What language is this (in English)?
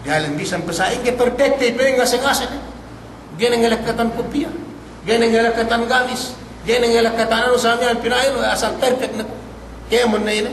Yakan